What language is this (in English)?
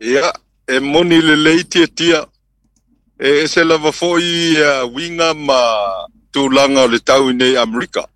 Samoan